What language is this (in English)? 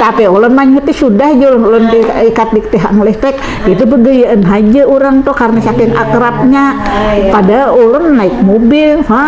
Banjar